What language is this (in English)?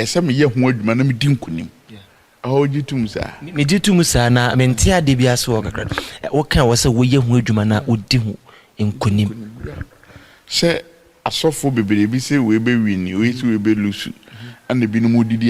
Akan